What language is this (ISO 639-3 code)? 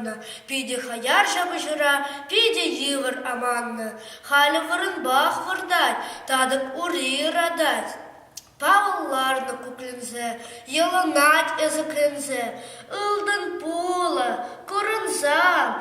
chv